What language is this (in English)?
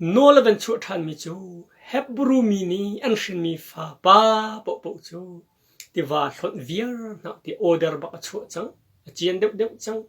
Hakha Chin